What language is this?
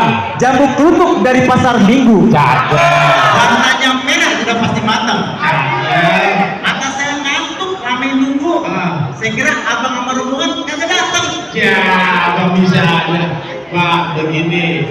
Betawi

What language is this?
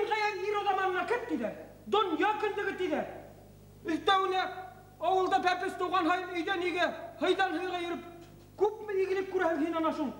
Bashkir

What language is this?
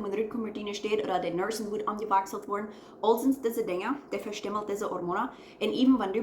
Plautdietsch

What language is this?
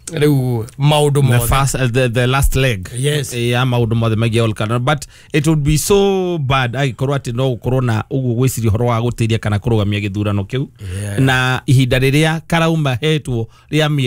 Kikuyu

